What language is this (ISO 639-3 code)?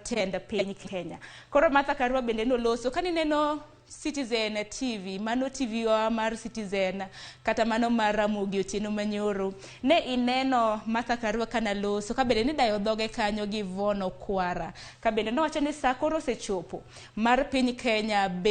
luo